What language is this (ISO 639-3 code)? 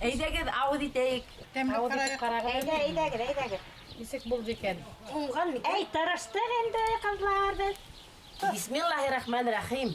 bak